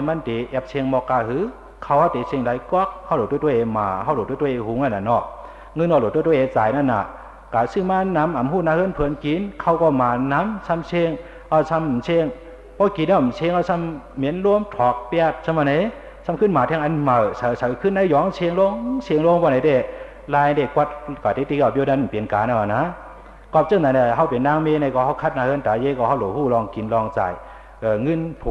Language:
Shan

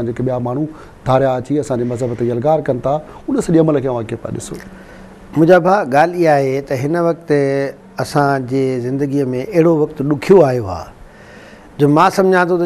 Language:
Sindhi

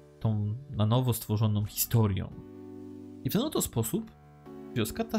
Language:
Polish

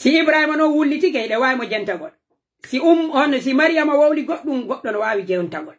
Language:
Pular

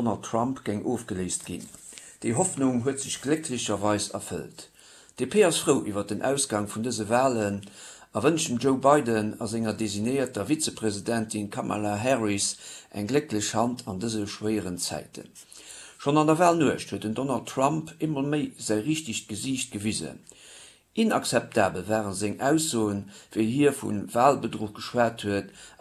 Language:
Luxembourgish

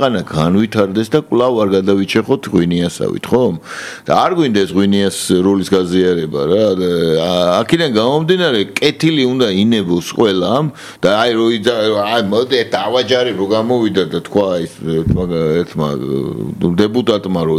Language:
Georgian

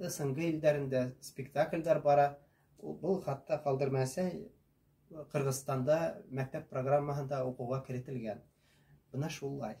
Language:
Bashkir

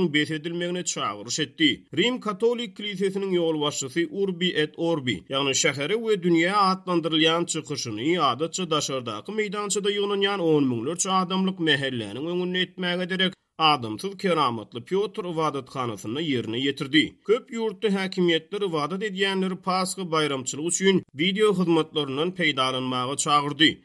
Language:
Turkmen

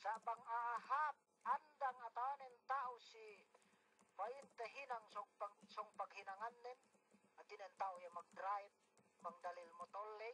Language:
Yakan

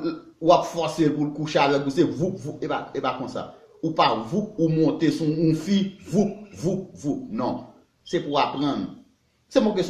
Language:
Haitian Creole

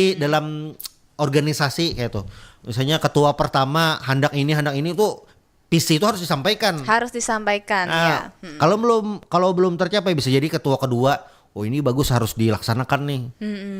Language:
Banjar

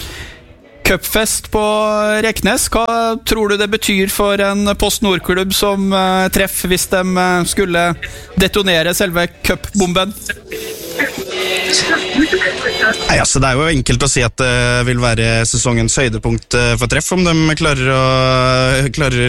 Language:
Norwegian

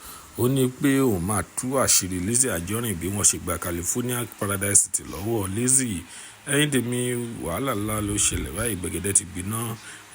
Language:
Yoruba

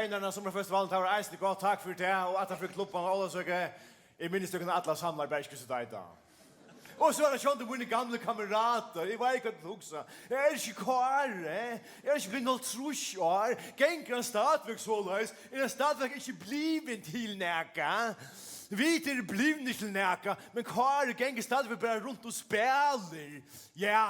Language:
Faroese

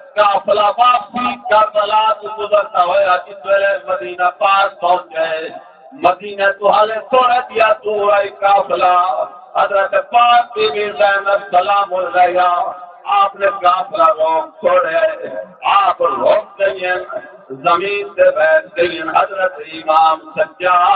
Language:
Saraiki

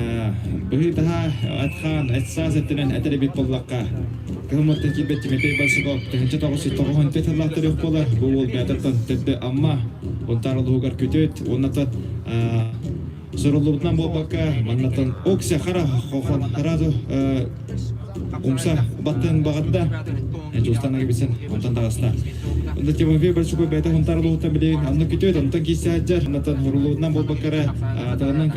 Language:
Yakut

